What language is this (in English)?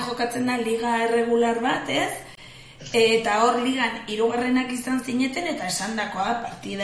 Basque